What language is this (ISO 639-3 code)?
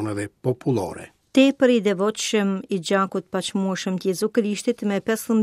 sqi